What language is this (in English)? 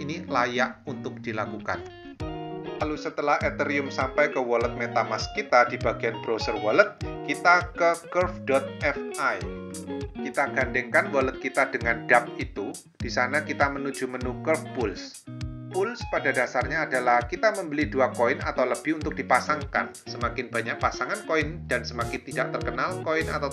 Indonesian